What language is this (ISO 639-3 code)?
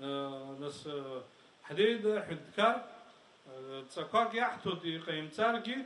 abk